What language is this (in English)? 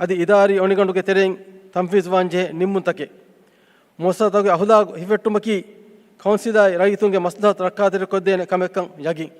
Divehi